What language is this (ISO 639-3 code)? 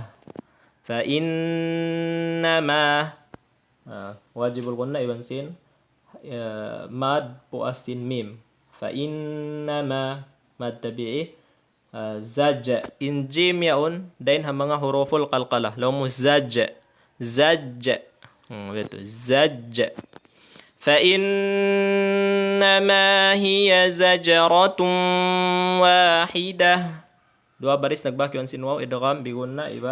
tsg